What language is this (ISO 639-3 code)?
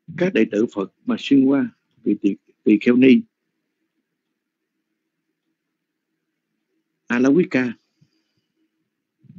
vie